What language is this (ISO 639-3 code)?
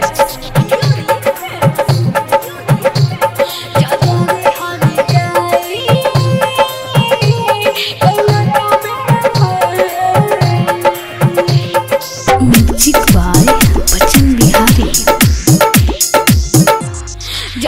bho